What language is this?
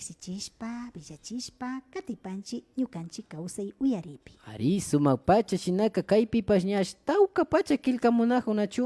Imbabura Highland Quichua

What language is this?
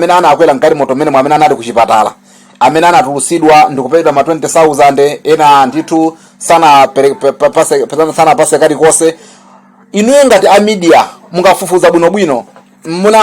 Nyanja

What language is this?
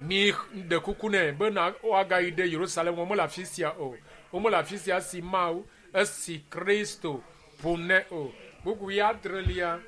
Ewe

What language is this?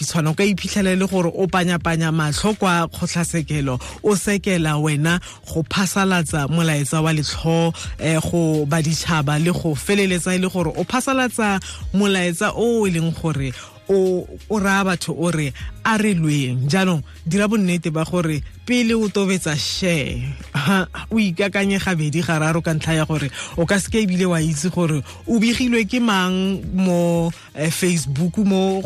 Tswana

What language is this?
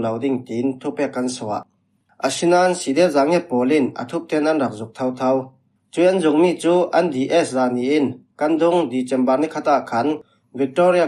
Falam Chin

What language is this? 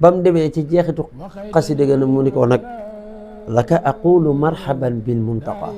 Wolof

